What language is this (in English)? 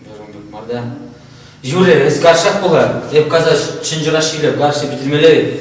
Chuvash